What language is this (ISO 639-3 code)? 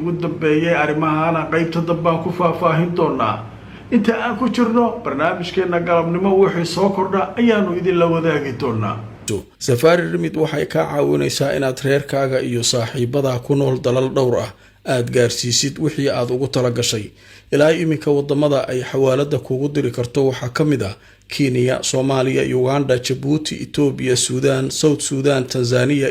som